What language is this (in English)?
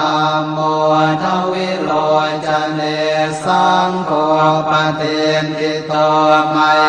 Pali